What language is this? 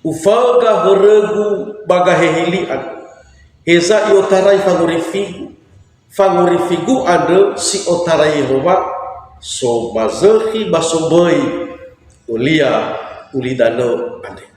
Nias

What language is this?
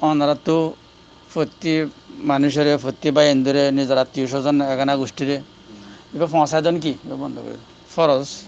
Rohingya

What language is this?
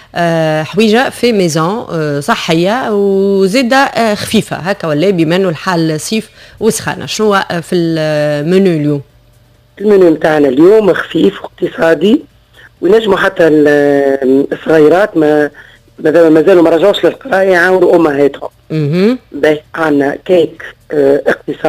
Tunisian Arabic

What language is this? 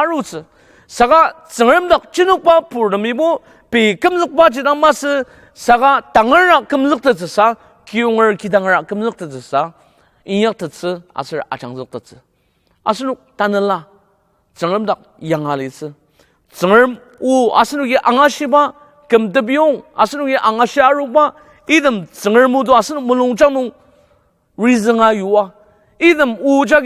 Ao Naga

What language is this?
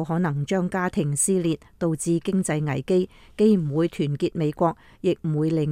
Cantonese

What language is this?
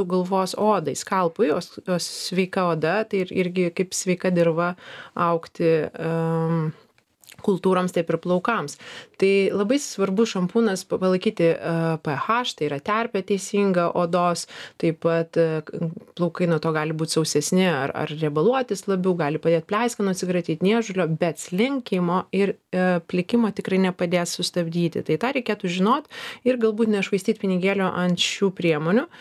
Lithuanian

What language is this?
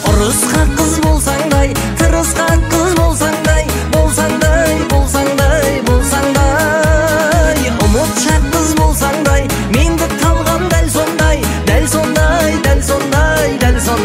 Kazakh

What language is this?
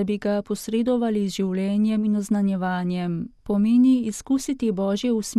Slovenian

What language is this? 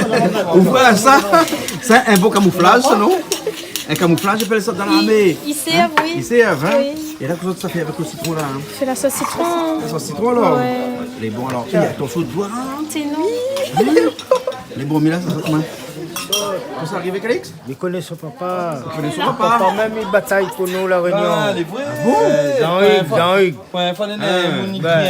Réunion Creole French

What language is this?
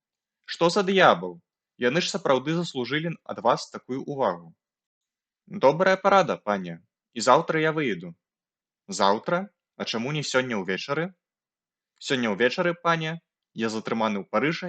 Belarusian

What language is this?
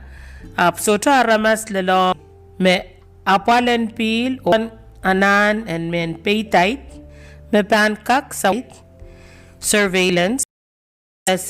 Pohnpeian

